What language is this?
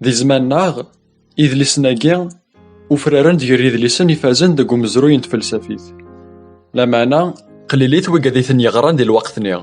Kabyle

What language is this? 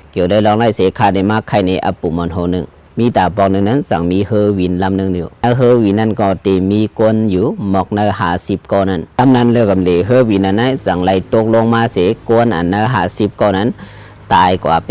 Shan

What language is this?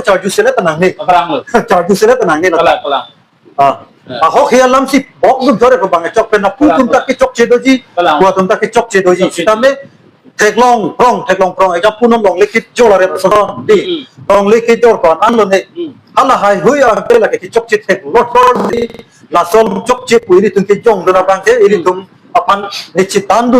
Karbi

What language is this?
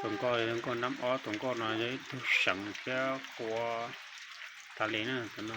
Hmong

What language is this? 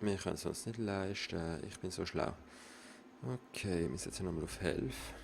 Swiss German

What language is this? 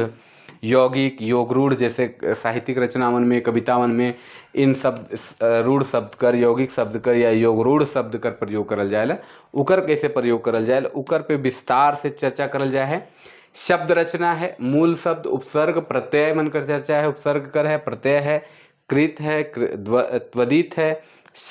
Sadri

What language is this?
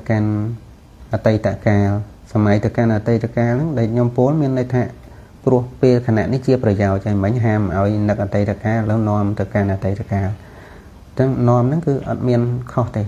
Khmer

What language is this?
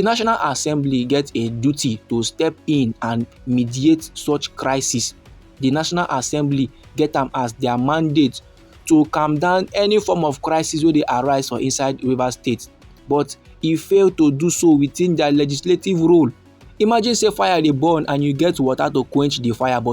Nigerian Pidgin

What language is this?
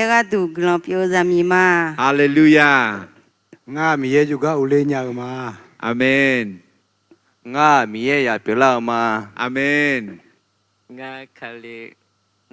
Akha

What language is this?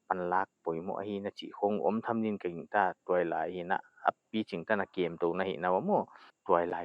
Paite Chin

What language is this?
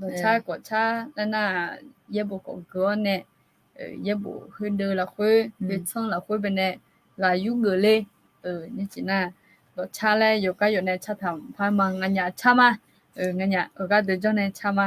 Akha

